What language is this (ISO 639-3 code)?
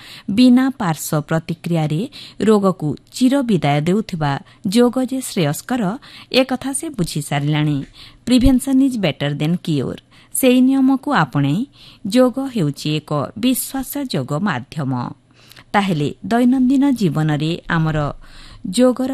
ori